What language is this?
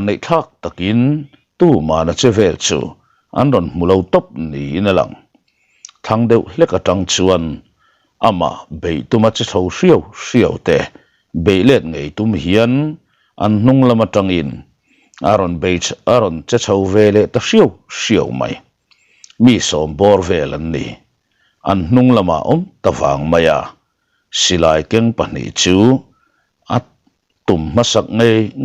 Mizo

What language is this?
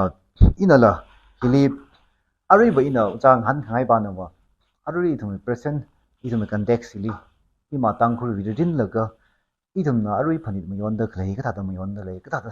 Tangkhul Naga (India)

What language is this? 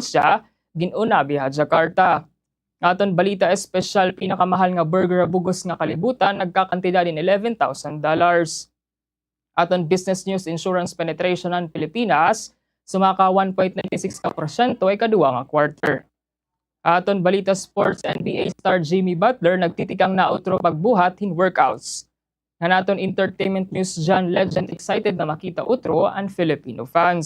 Waray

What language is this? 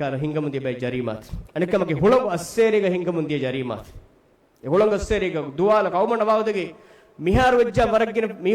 Divehi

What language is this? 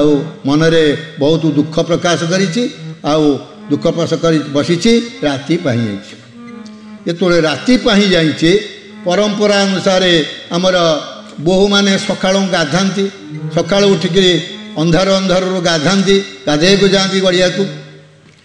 Odia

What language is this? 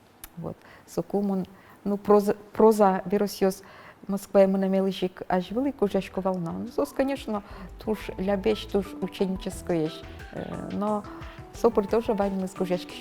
Udmurt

